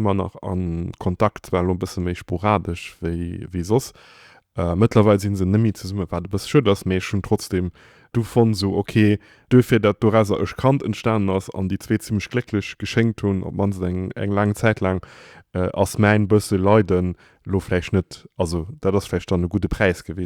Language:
Luxembourgish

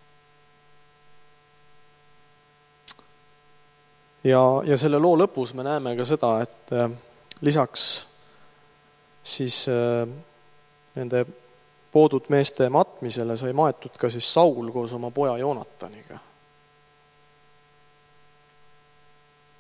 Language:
Estonian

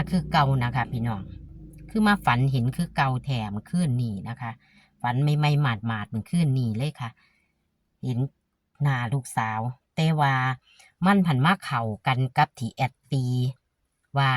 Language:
Northeastern Thai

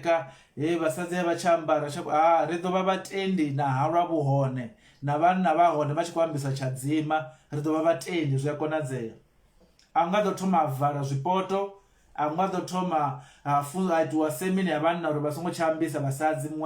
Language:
Venda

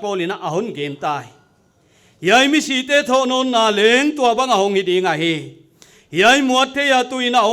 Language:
Paite Chin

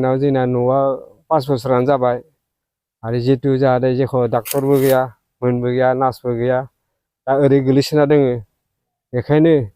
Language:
Bodo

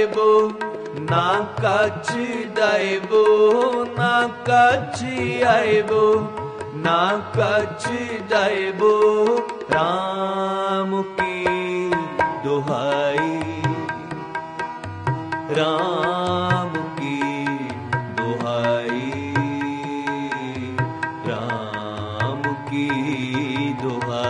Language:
Punjabi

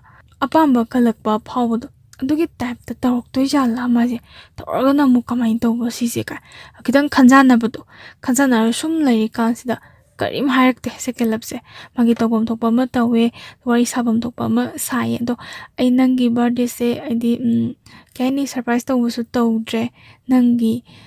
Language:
Manipuri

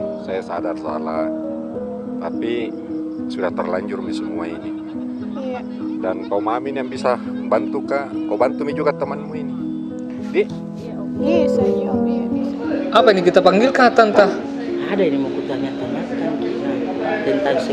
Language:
Makassar Malay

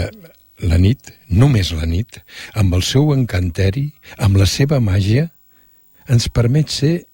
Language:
Catalan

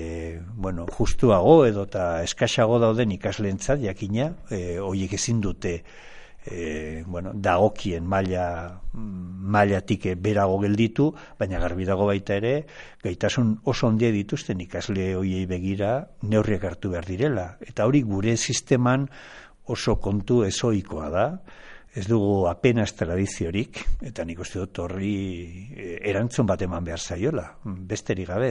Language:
Basque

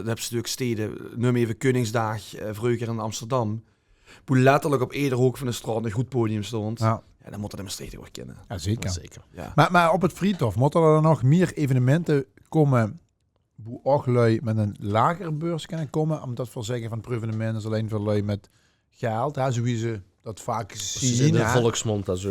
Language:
Limburgish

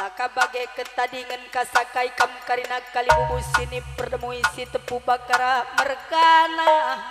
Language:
Batak Karo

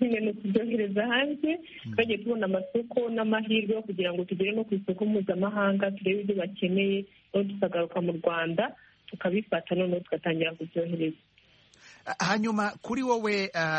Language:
Kinyarwanda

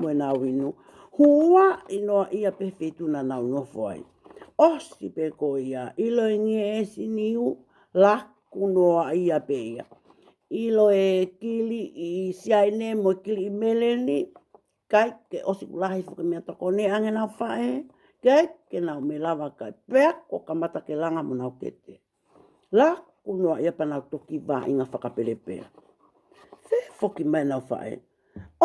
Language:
Tongan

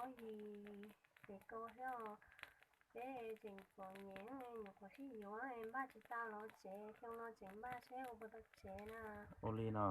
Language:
Hmong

